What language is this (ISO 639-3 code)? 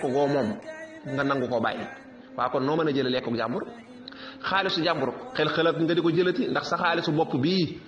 wol